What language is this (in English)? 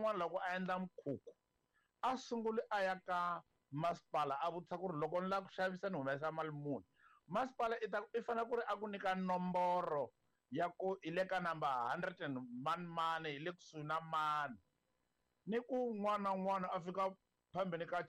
Tsonga